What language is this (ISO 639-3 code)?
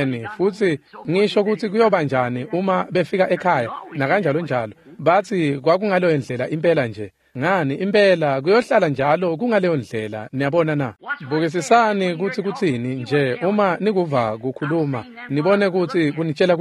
ssw